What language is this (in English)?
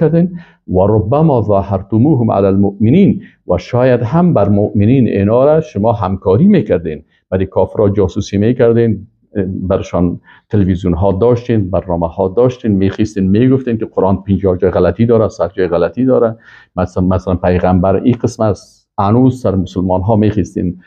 Persian